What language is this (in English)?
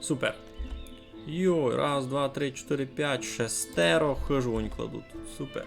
Rusyn